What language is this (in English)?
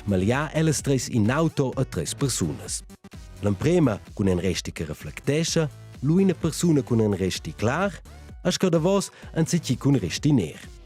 Romansh